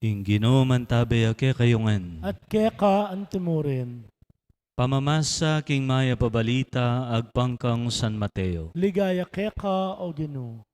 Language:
Pampanga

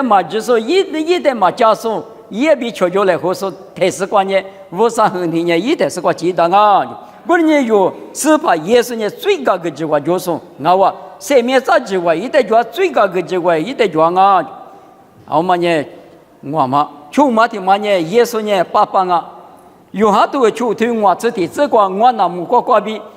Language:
Lisu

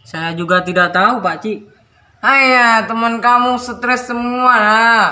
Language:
Madurese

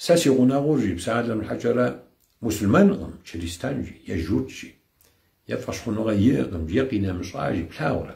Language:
Kabardian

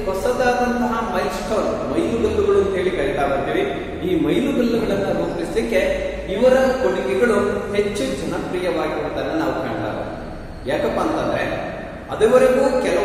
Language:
Kannada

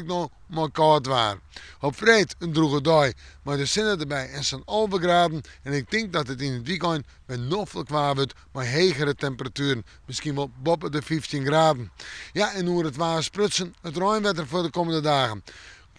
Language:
Western Frisian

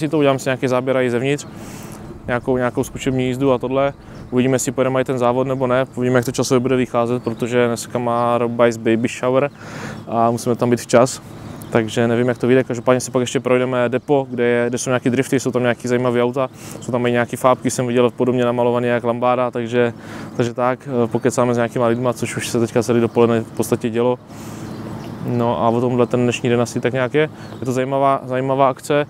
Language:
Czech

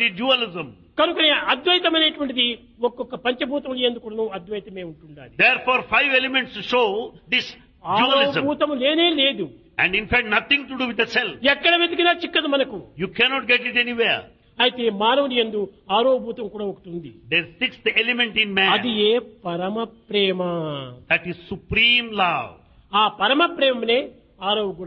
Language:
Telugu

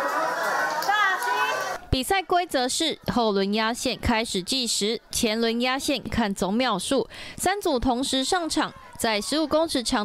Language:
Chinese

